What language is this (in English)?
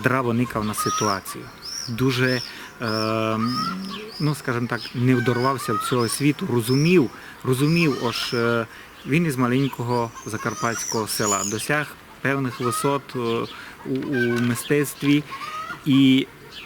Rusyn